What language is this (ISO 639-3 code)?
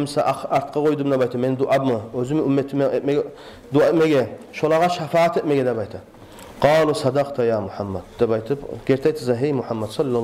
kum